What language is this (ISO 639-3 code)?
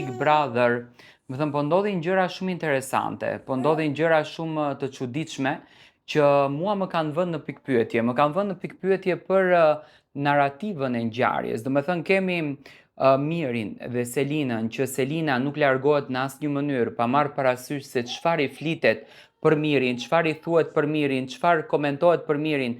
sqi